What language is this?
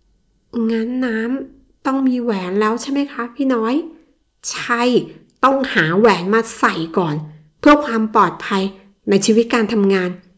Thai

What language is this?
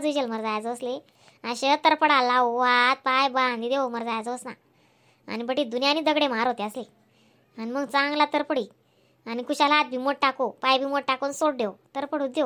Khandesi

